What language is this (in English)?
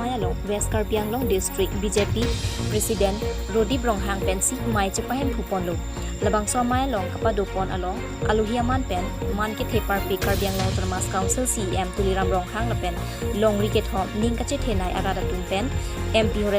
Karbi